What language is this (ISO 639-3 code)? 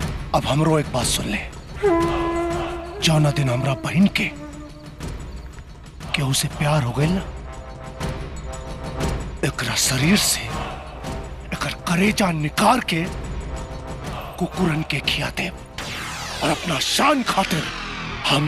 bho